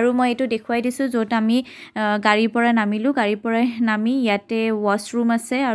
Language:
Assamese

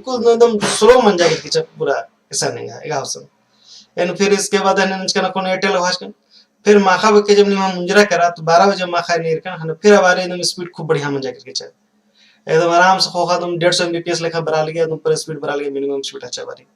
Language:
Kurukh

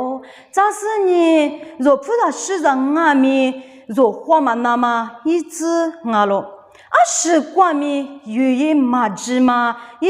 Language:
Lisu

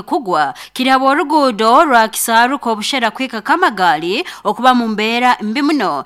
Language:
Nyoro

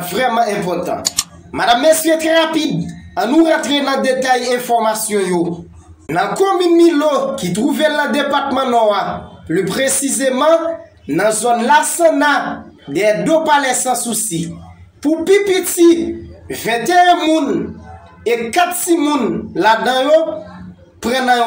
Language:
Haitian Creole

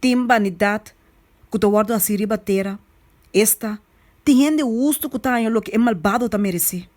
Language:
Papiamento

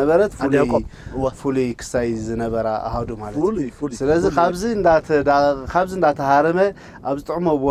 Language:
Tigrinya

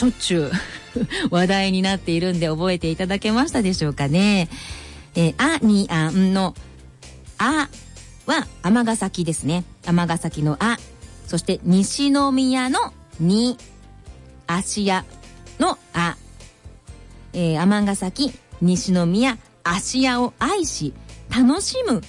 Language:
Japanese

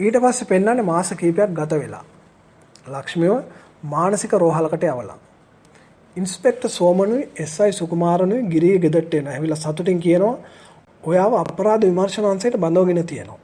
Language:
Sinhala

